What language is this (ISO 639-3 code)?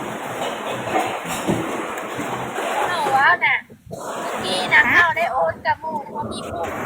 lao